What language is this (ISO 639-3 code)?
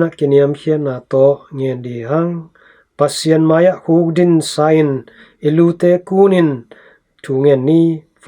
ctd